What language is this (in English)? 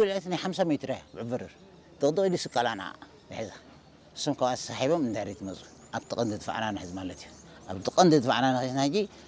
Tigrinya